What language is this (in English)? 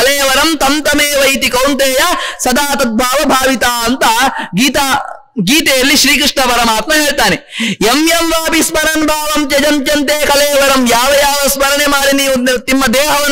Kannada